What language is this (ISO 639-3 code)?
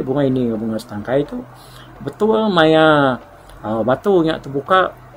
iba